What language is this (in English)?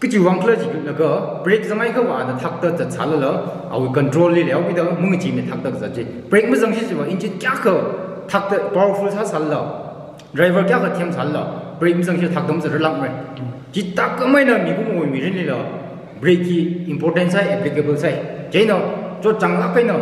Tangkhul Naga (India)